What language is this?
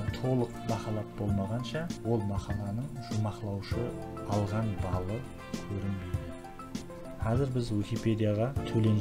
Kara-Kalpak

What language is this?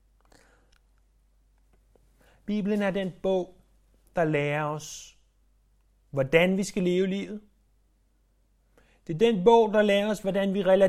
Danish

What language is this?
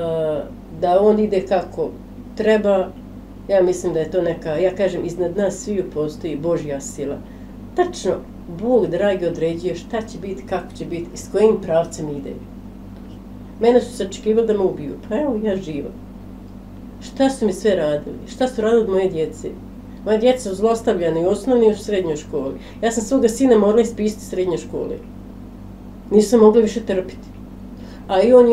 Bosnian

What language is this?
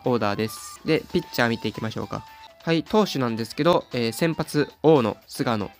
Japanese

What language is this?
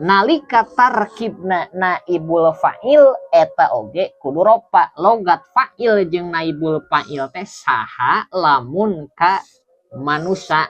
Sundanese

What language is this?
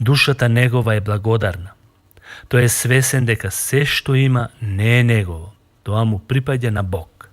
Macedonian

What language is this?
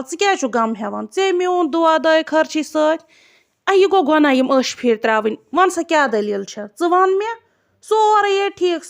Kashmiri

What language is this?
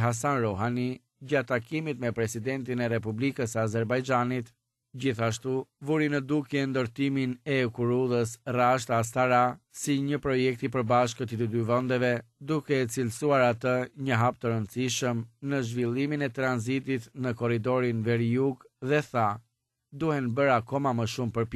Albanian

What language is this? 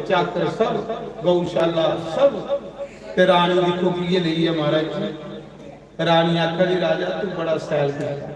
Dogri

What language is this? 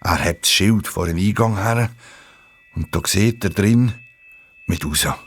Swiss German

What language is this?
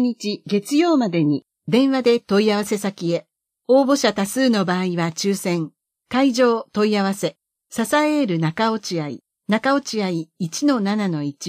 Japanese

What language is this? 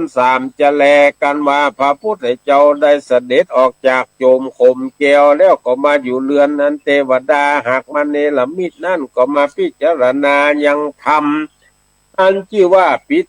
Northern Thai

